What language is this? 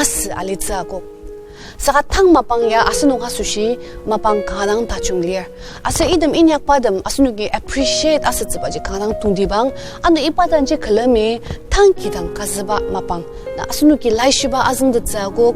Ao Naga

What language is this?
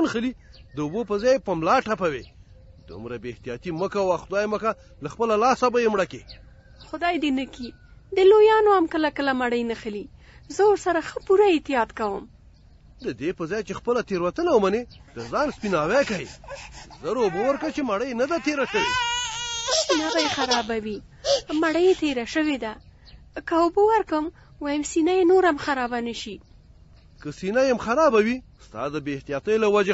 Pashto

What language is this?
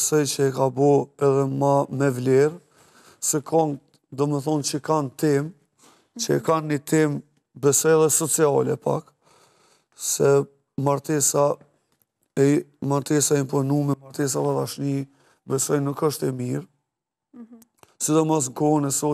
Albanian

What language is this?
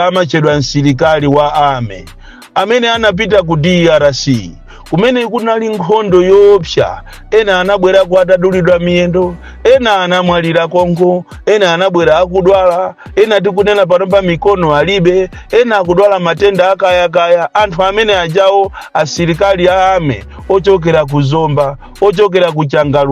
Nyanja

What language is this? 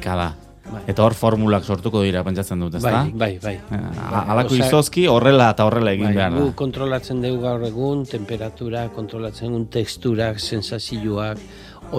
Basque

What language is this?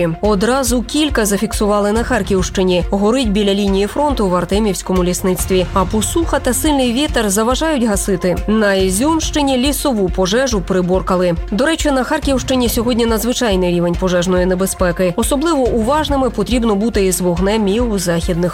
Ukrainian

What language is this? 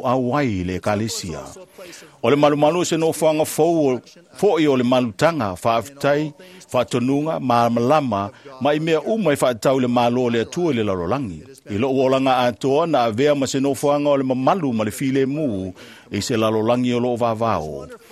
Samoan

